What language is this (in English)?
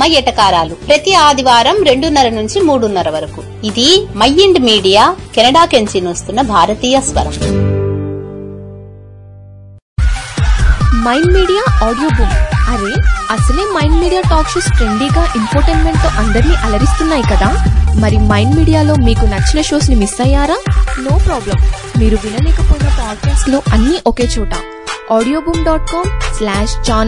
Telugu